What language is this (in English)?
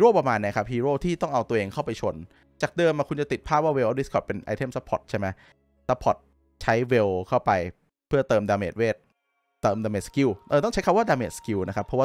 Thai